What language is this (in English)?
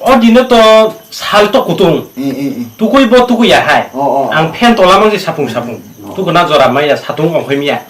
Kok Borok